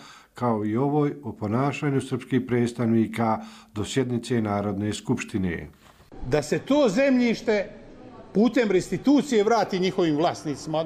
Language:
Bosnian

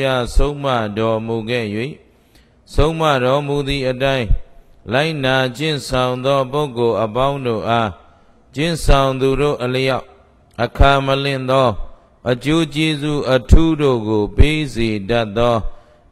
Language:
Burmese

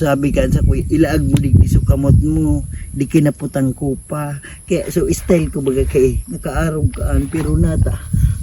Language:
Bikol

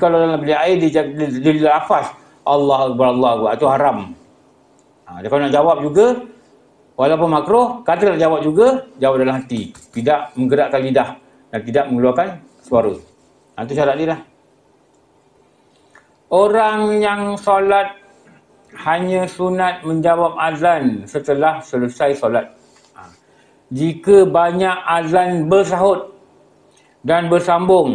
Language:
Malay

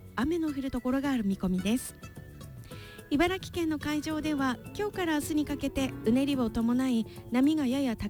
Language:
Japanese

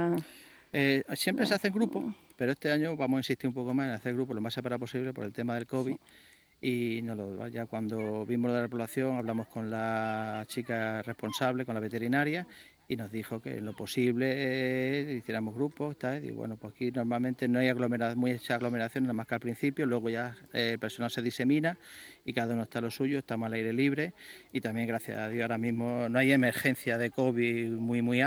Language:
Spanish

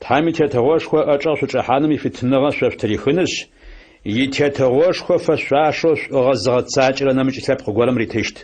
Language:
Adyghe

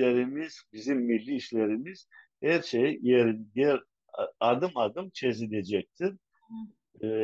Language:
Crimean Tatar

